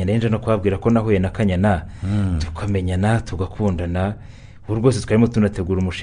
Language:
Kinyarwanda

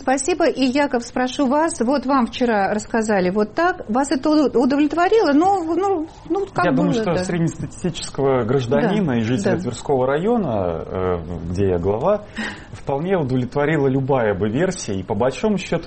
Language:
Russian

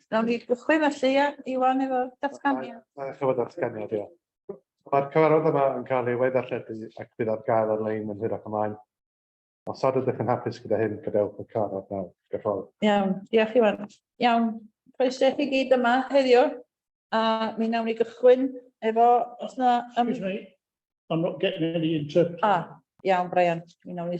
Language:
Welsh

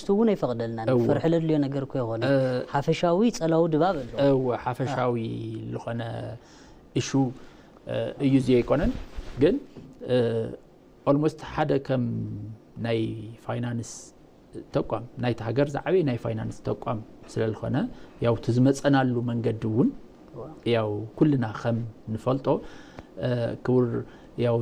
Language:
Tigrinya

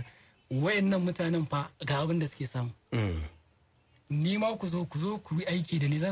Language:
Hausa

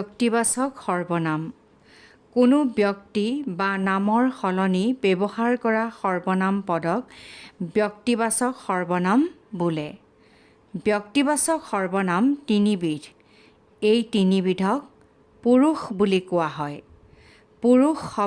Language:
Assamese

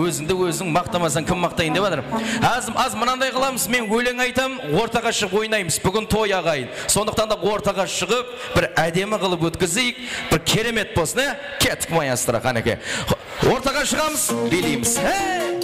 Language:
Kara-Kalpak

